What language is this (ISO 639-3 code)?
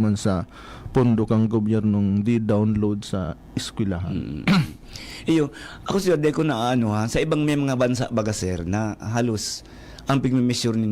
bik